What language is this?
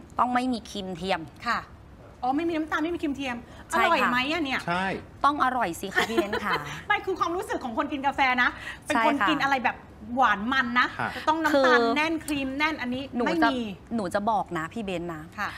Thai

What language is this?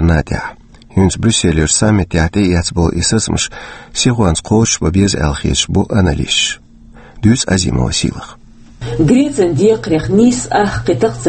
Chechen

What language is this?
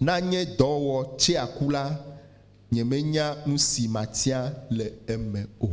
Ewe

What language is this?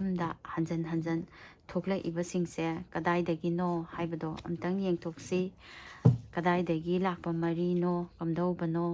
Manipuri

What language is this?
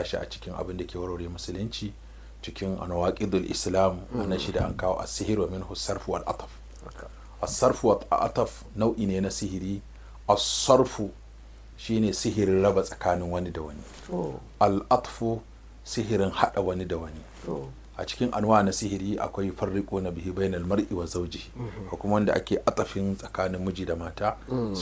Hausa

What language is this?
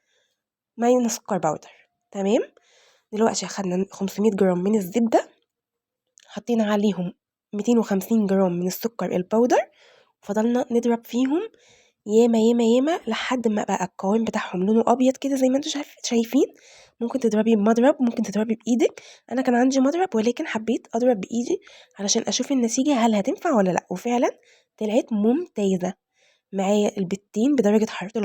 Egyptian Arabic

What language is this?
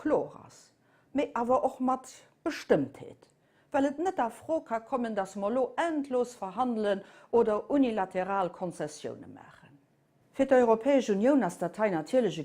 Luxembourgish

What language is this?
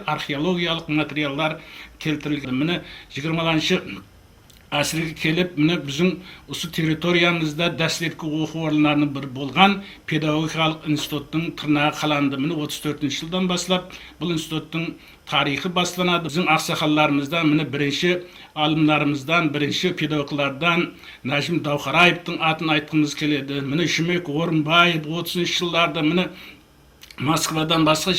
Kara-Kalpak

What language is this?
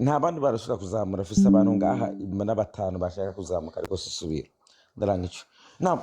Rundi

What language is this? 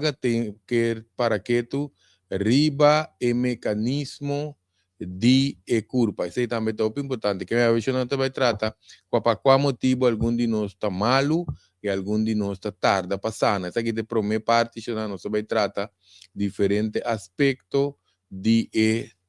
Papiamento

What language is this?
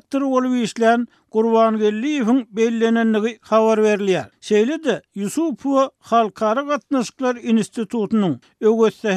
Turkmen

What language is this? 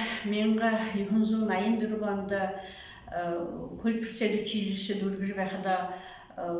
Buriat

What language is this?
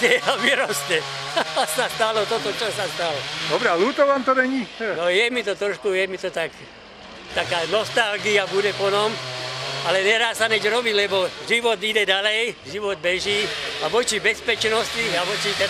Slovak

